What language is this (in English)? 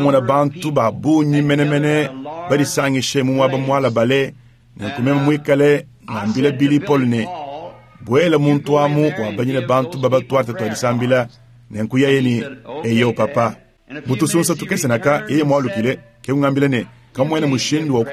Luba-Lulua